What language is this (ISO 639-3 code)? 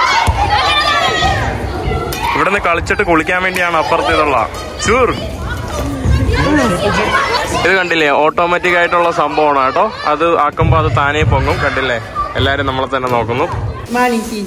mal